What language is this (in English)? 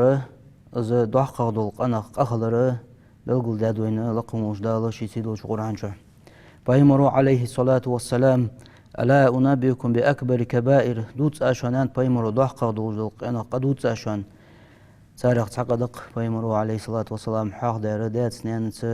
Ingush